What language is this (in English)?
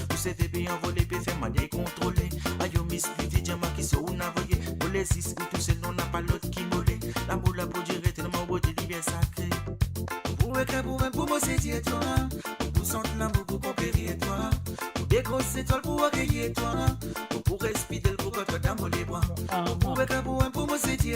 Morisyen